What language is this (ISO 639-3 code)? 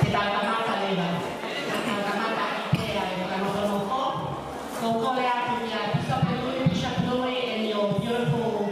ton